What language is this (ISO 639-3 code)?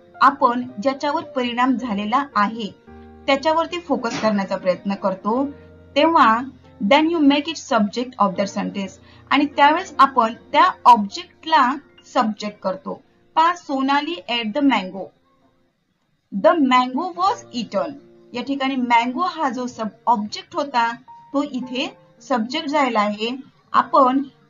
mar